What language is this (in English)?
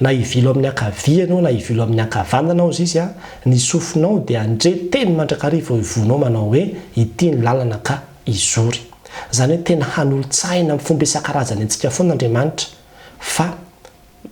Malagasy